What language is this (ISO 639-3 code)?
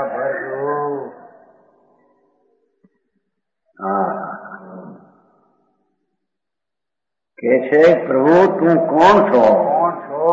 guj